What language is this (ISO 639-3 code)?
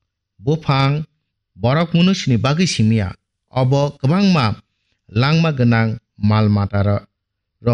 trp